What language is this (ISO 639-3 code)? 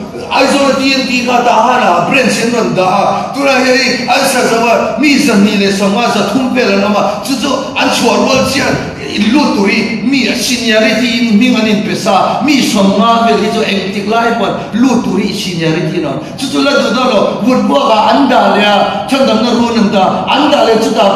lus